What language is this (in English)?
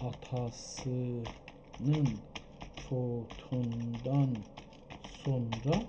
South Azerbaijani